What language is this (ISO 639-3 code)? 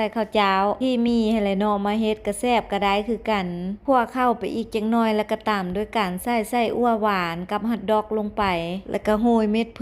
lao